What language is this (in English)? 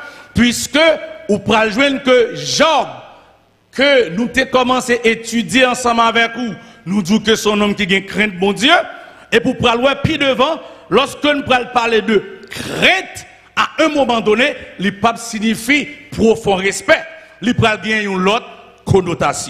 French